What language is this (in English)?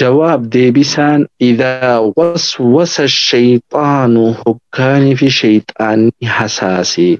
Oromo